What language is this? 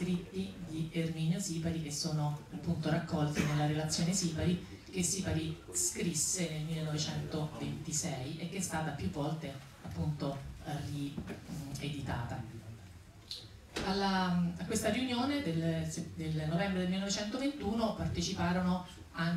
Italian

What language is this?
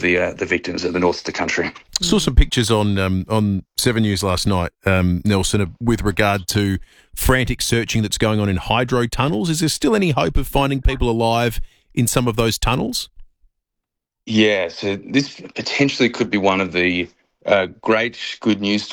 English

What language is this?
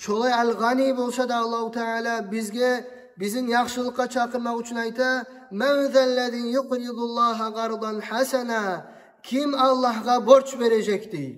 Kumyk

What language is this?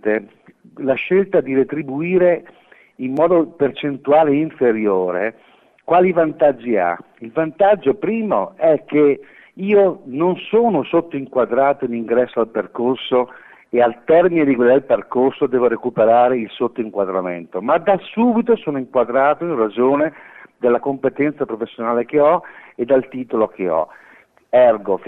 Italian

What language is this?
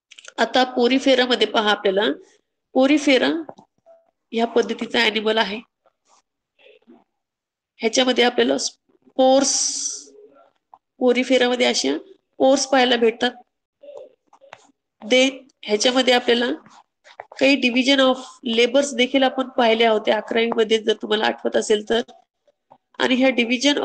Marathi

